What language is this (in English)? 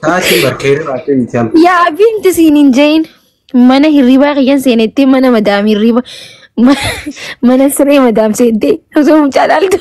Oromo